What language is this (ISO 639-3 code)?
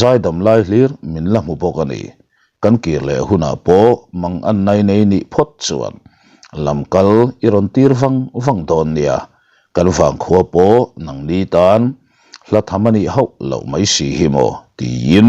lus